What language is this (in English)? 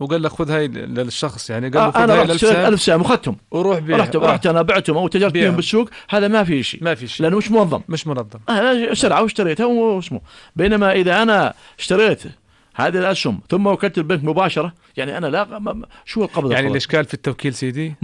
North Levantine Arabic